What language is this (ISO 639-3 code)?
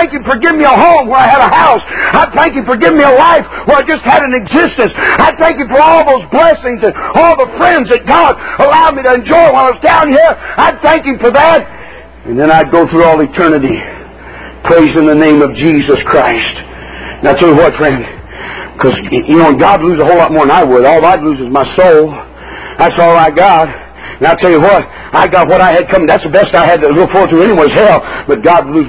eng